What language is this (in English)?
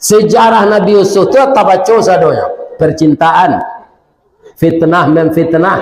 Minangkabau